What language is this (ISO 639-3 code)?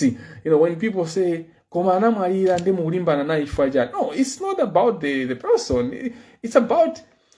nya